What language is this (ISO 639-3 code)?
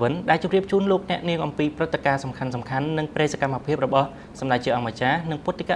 khm